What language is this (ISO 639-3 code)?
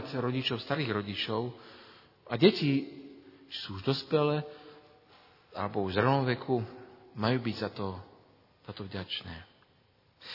slk